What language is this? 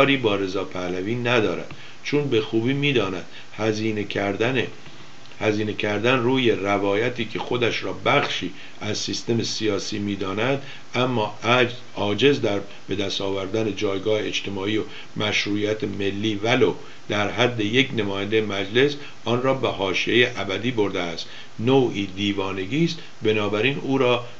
Persian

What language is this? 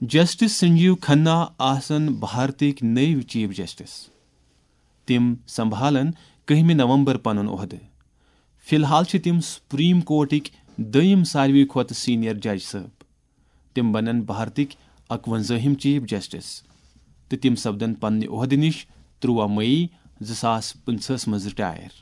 Kashmiri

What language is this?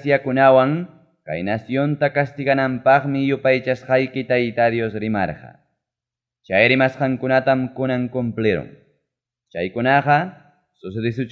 Ayacucho Quechua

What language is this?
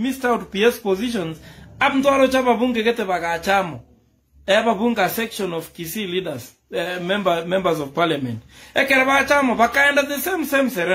Gusii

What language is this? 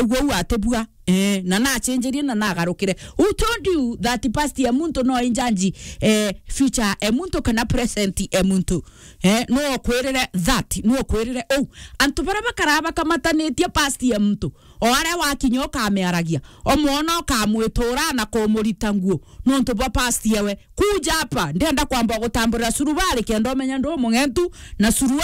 Meru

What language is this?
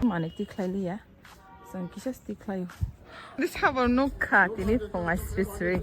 Kok Borok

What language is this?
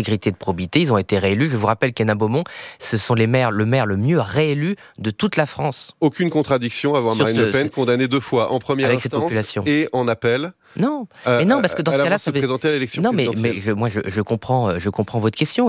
French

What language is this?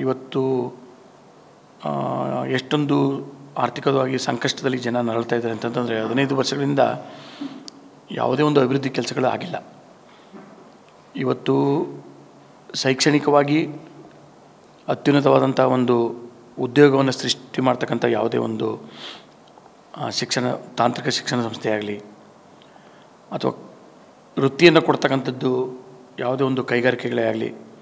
Kannada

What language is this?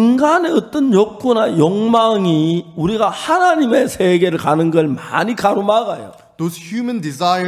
Korean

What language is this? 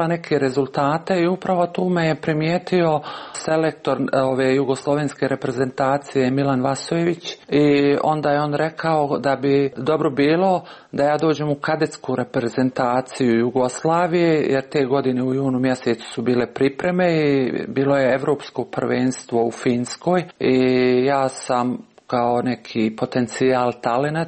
Serbian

